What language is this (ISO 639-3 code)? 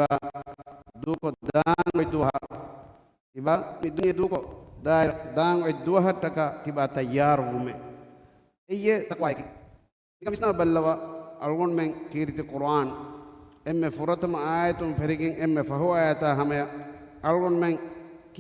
div